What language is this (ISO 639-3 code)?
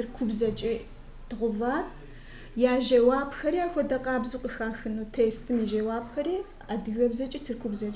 kbd